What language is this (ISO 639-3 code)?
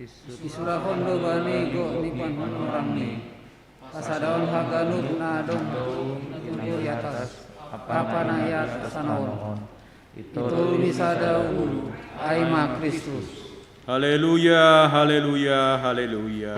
bts